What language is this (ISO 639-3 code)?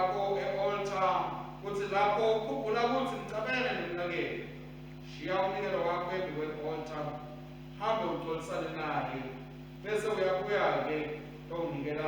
ssw